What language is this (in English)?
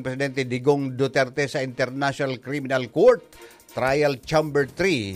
Bikol